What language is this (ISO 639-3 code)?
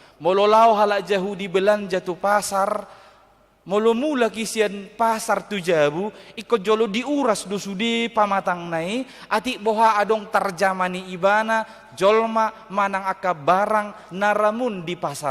bbc